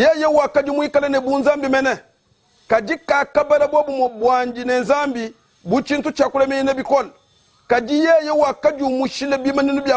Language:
Luba-Lulua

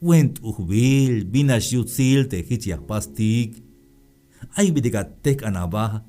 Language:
Tzeltal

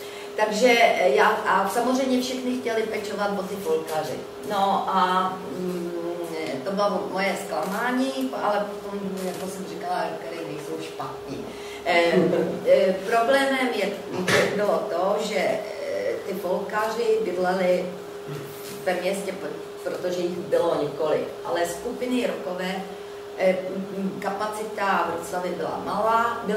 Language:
Czech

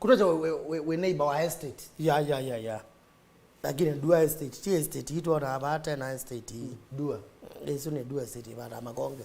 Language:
Kamba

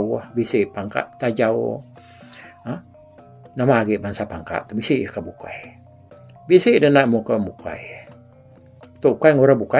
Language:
Iban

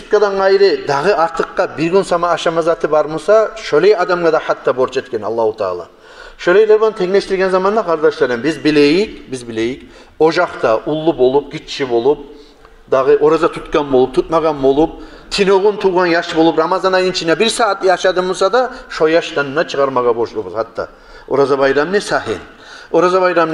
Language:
Kumyk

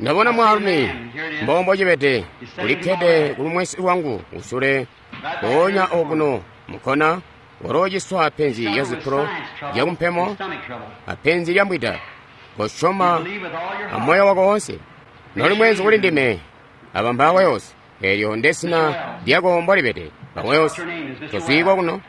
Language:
Tonga (Zambia)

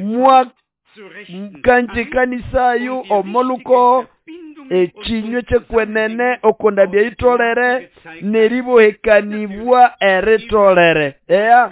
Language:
Nande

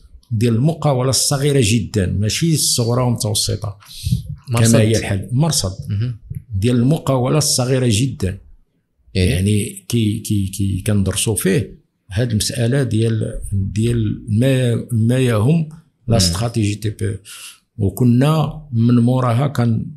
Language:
Moroccan Arabic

